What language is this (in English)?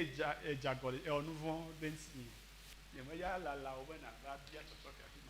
Ewe